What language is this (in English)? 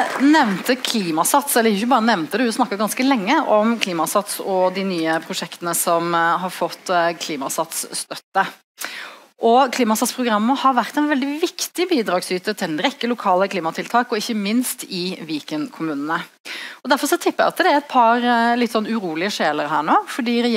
Norwegian